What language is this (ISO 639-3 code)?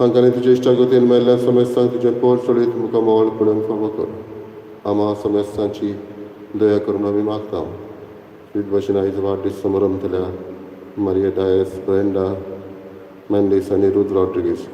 kok